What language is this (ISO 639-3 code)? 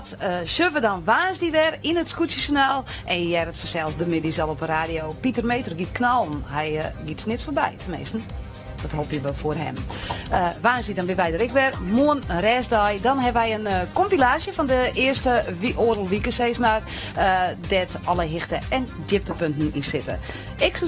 fry